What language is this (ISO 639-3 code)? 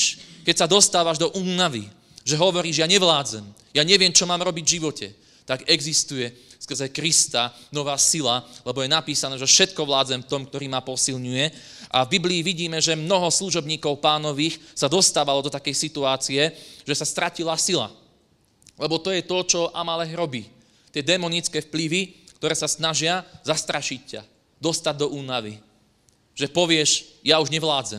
slk